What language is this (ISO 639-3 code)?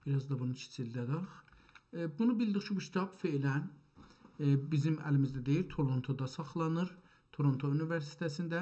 azb